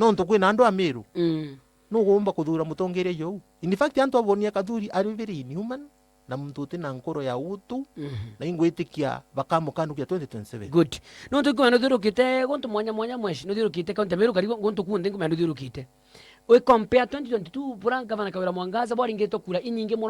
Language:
Meru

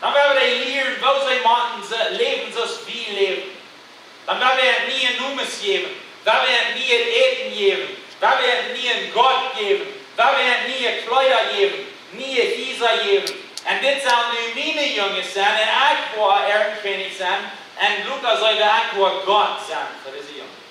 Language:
Plautdietsch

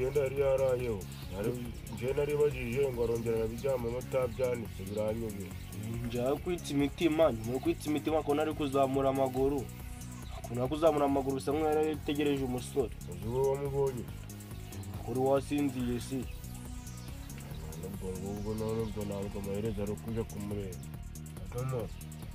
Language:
Kinyarwanda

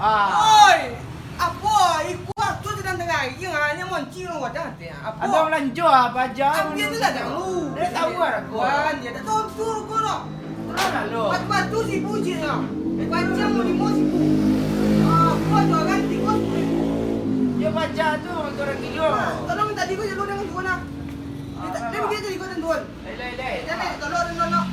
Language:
Minangkabau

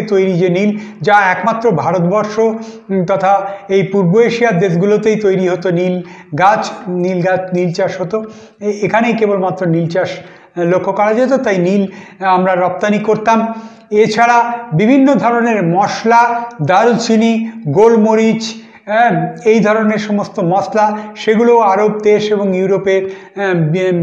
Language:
Bangla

